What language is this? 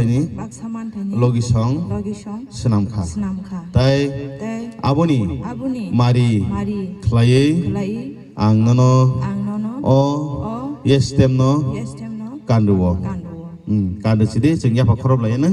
Kok Borok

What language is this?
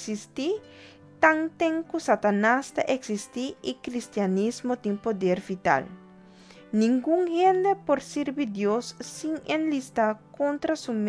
Papiamento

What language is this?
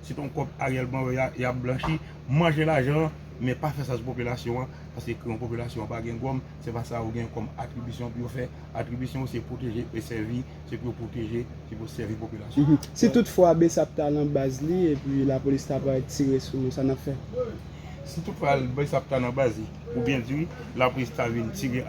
Haitian Creole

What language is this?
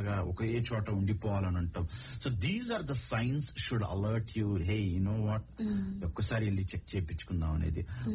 Telugu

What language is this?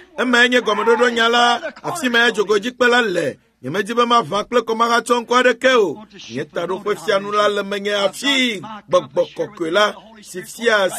Ewe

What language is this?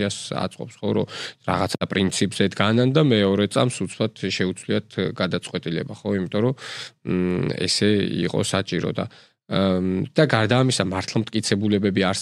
Georgian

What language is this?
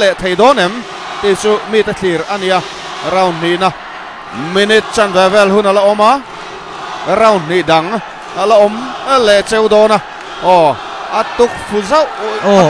Mizo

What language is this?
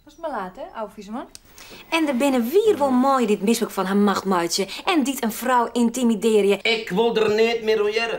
Western Frisian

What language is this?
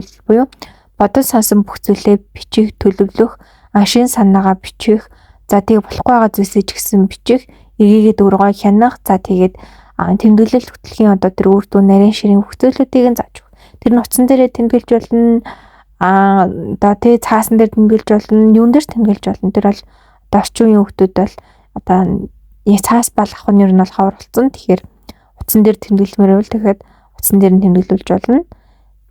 Mongolian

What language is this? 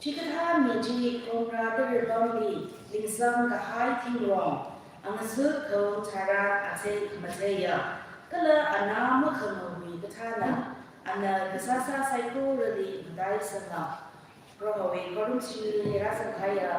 Tangkhul Naga (India)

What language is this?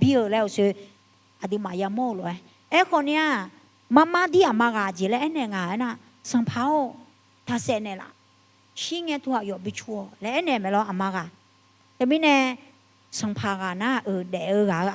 Akha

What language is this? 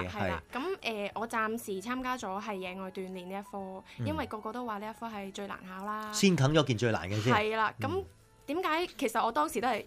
Cantonese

